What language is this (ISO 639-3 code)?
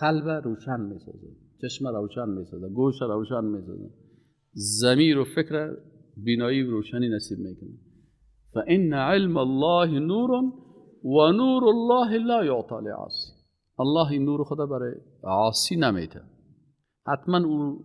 fas